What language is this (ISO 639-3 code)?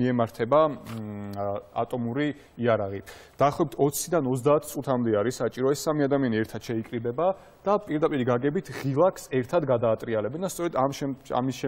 kat